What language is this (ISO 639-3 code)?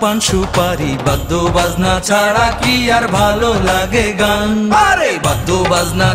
ben